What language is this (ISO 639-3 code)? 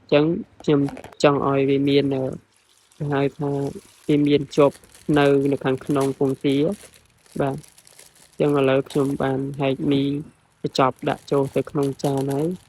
khm